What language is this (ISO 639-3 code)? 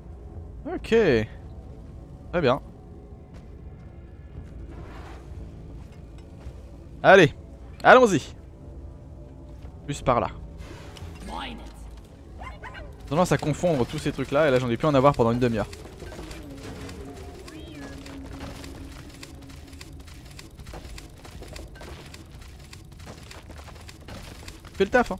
fra